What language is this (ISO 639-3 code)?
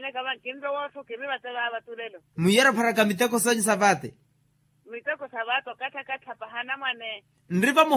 vmw